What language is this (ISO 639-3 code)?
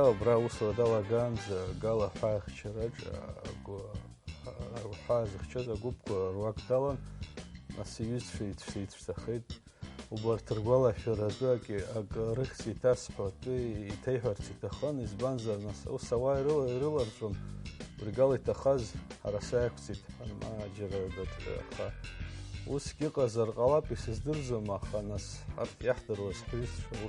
abk